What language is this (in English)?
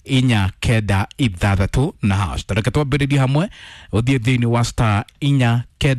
Kikuyu